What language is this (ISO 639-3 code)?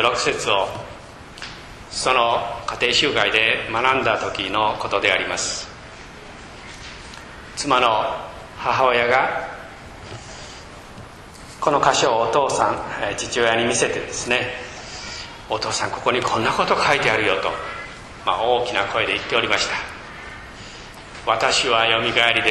jpn